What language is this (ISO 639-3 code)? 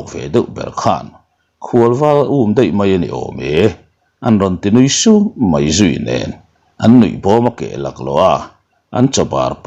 lus